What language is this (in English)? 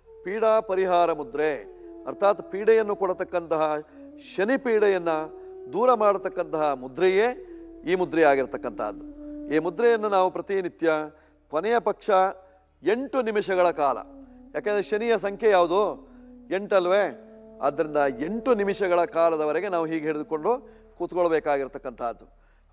Kannada